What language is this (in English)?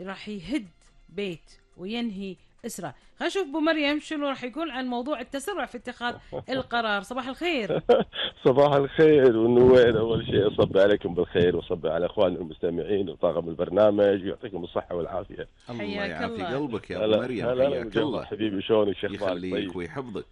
Gulf Arabic